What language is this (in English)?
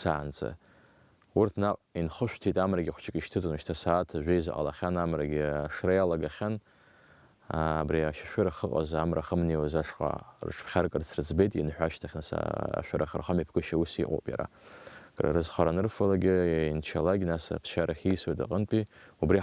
Abkhazian